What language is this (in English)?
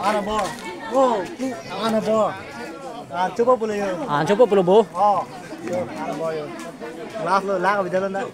Karbi